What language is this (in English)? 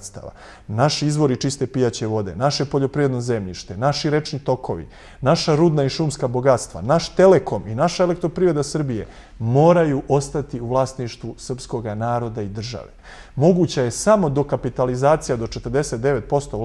Serbian